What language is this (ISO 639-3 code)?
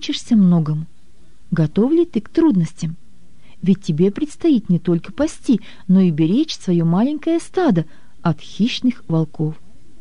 rus